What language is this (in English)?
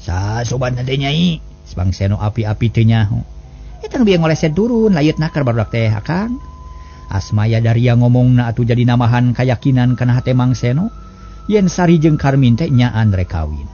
Sundanese